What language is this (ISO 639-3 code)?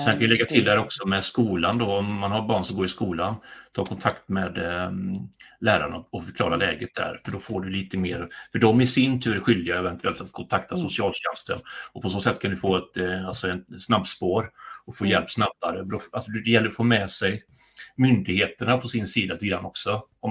swe